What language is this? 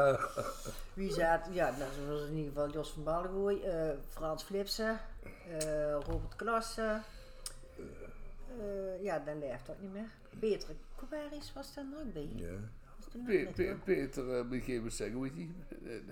Dutch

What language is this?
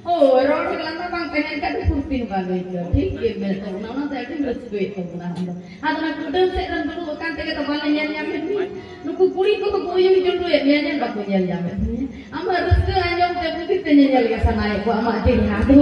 Santali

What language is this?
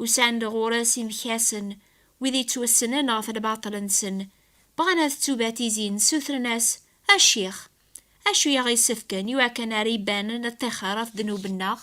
Kabyle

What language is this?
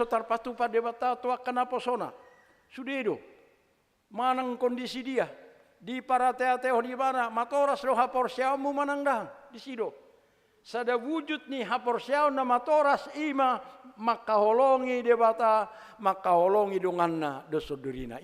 Batak Toba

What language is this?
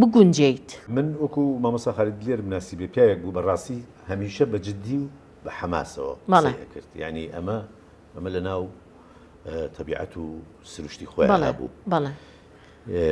Central Kurdish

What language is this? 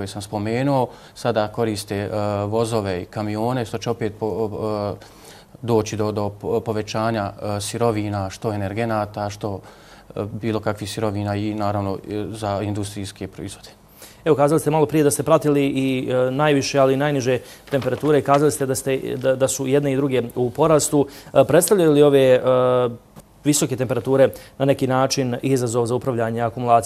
Bosnian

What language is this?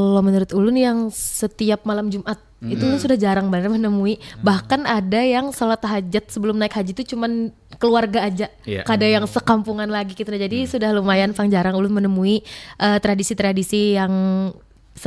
Banjar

